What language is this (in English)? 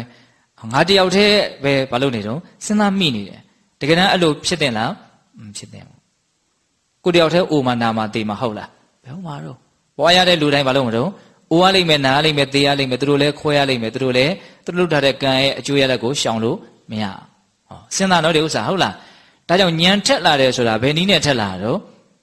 Burmese